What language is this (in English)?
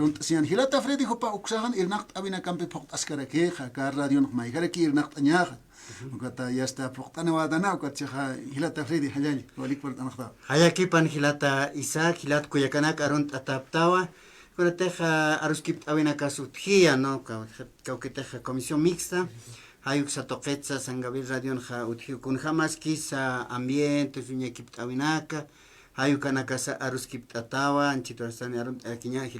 Aymara